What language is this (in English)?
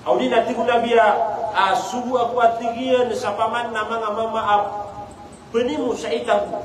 Maranao